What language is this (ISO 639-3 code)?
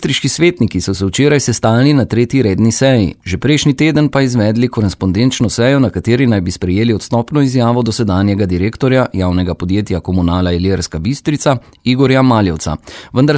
slv